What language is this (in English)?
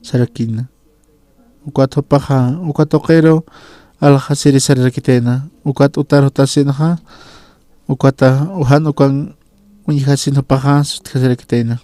Aymara